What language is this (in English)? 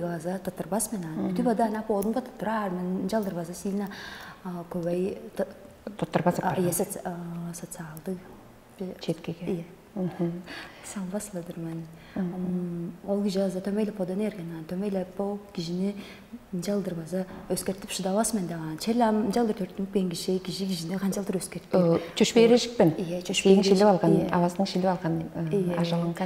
Tuvinian